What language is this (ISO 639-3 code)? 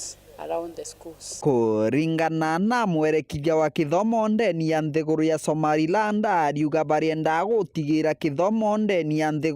mer